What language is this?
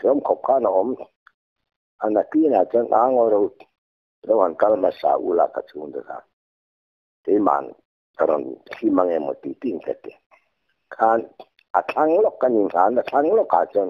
Thai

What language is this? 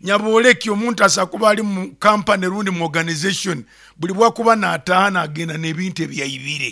Nyoro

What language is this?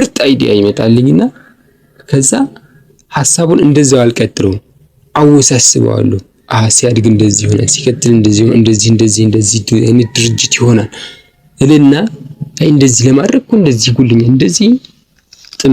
Amharic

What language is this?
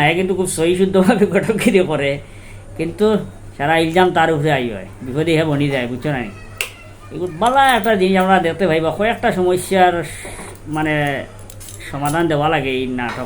Sylheti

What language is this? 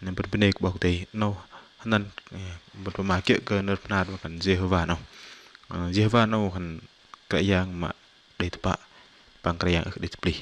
Bahnar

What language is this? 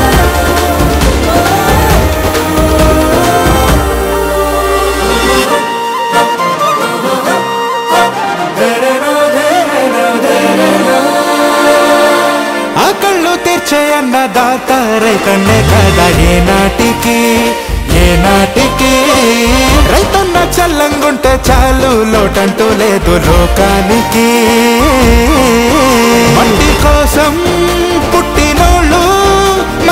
Telugu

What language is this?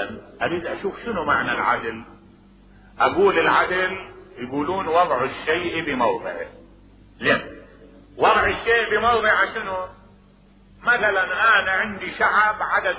Mesopotamian Arabic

